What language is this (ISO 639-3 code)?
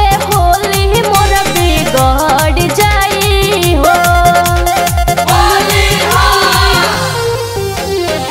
bho